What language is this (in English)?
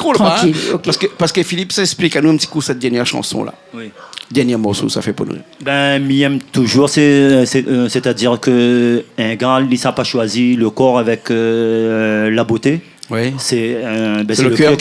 Réunion Creole French